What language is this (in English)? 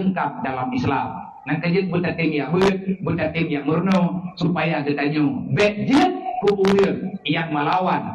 Achinese